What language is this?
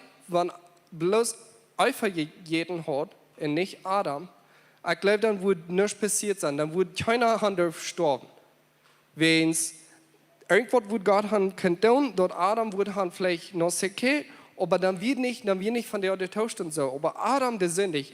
Plautdietsch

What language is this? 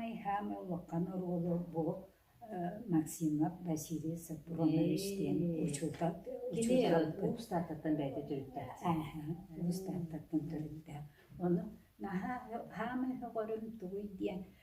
Yakut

